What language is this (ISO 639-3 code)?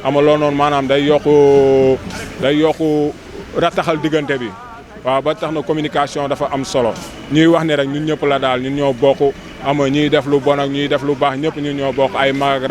wol